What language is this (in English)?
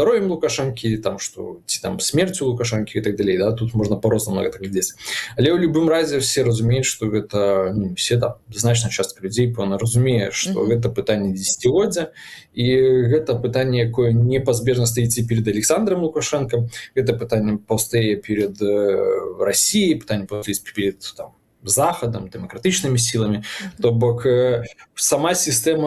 Belarusian